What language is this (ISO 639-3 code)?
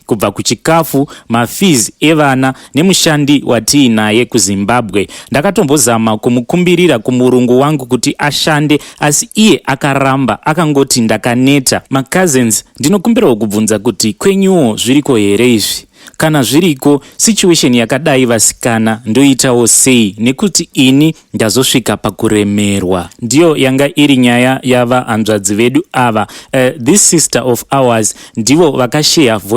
sna